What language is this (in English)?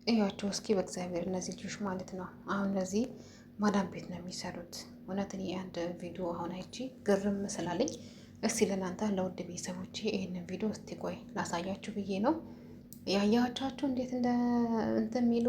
Amharic